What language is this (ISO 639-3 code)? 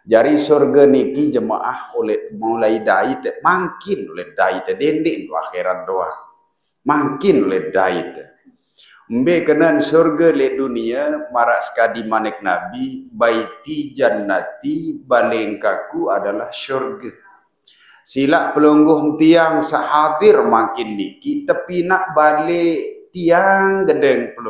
sas